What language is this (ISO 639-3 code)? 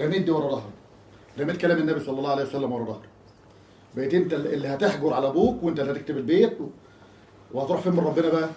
arz